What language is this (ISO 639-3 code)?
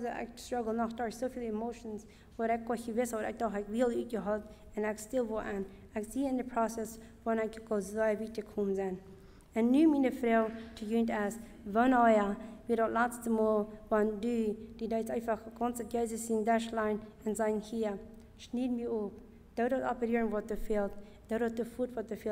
pdt